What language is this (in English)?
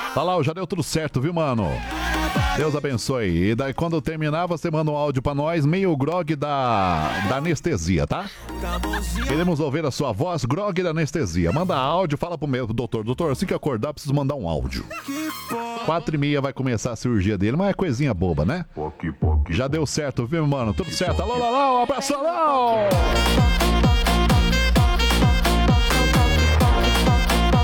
Portuguese